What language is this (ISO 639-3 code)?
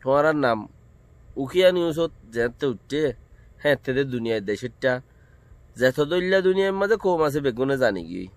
rhg